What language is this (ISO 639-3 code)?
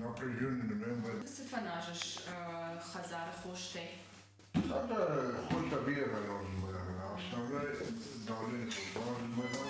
oss